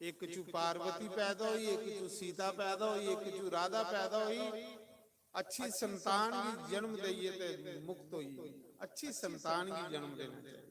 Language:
Dogri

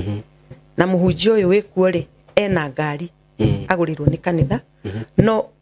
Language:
Kikuyu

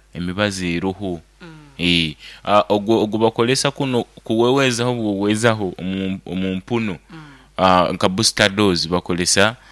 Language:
Nyoro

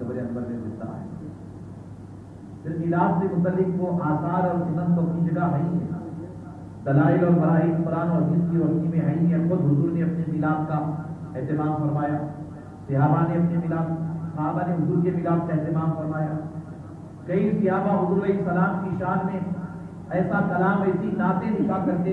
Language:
Urdu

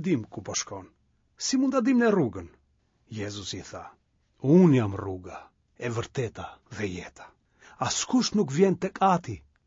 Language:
Albanian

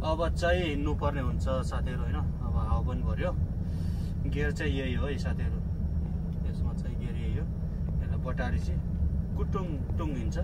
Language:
Nepali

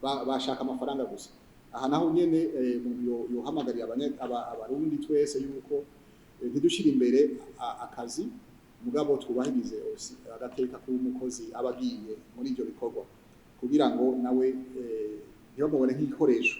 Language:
Rundi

